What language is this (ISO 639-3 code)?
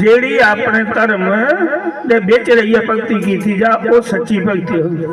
doi